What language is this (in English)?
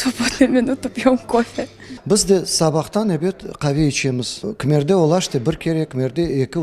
Crimean Tatar